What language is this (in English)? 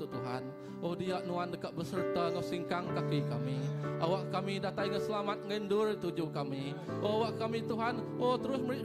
Iban